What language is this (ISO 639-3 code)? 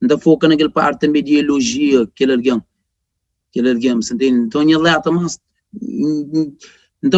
kea